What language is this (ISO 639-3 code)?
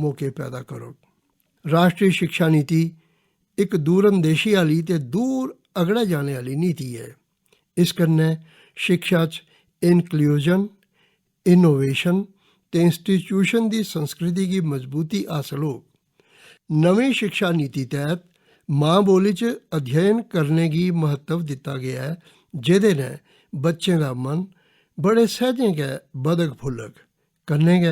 doi